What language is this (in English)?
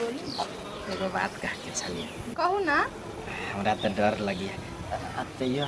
Maithili